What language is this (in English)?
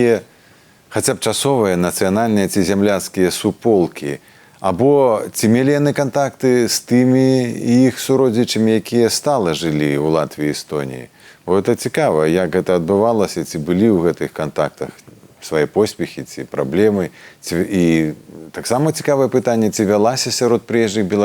Belarusian